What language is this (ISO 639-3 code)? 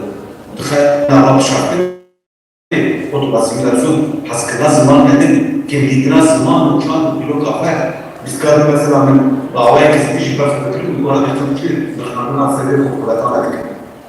kur